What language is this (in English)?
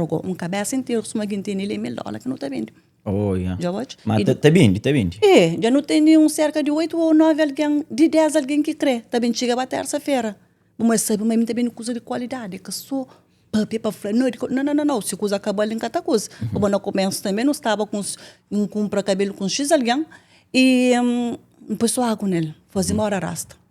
Kabuverdianu